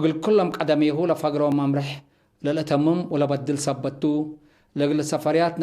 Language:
Tigre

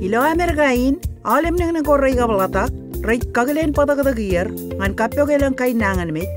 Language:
Marshallese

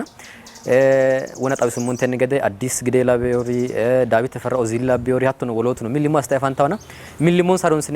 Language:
Sidamo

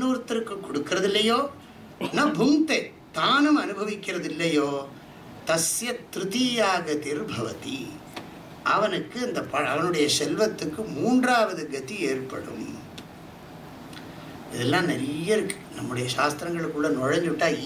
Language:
Tamil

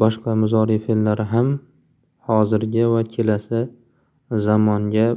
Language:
Uzbek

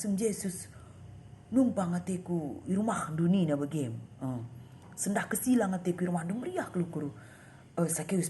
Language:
Batak Karo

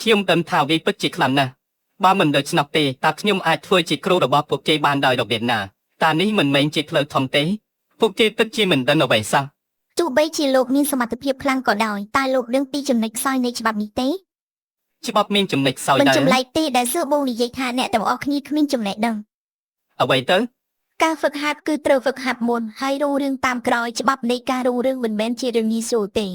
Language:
Khmer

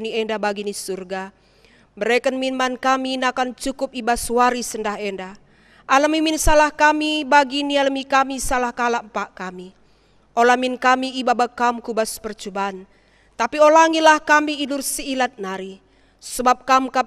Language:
Batak Karo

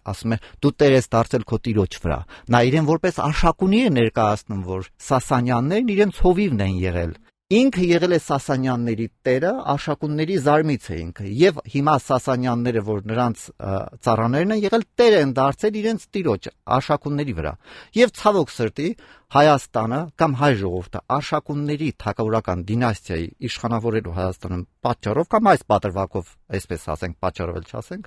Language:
Armenian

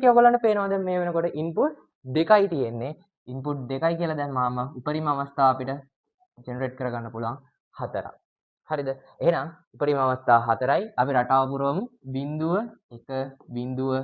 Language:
Sinhala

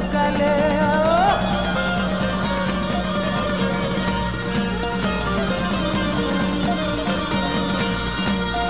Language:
Greek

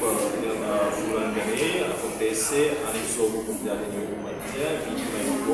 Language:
Tetum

